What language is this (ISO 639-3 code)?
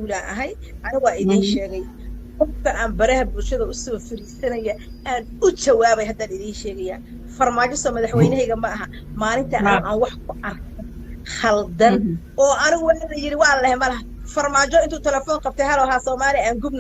som